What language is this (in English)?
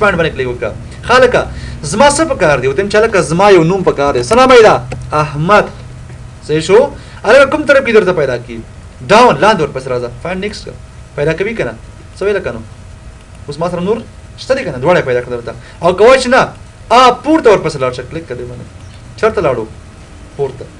Pashto